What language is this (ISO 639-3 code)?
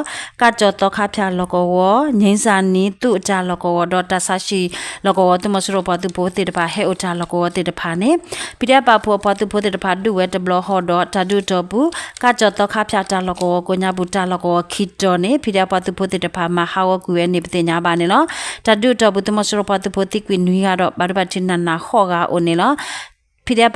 ksw